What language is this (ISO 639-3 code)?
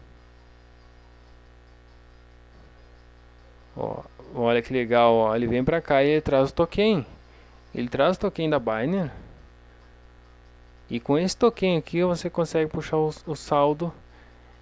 por